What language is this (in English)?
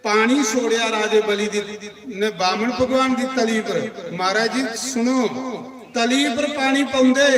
Dogri